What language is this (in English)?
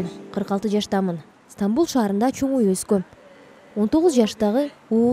Kyrgyz